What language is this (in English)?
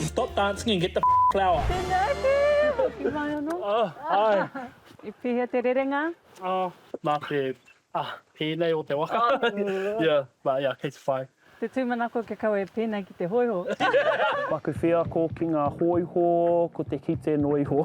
Māori